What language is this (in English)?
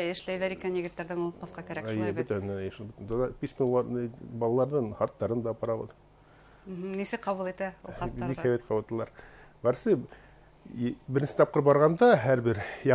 Bashkir